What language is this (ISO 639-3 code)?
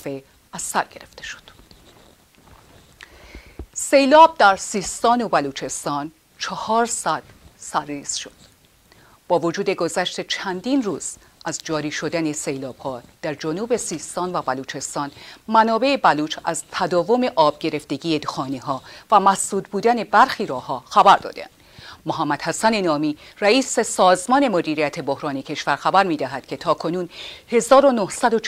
fas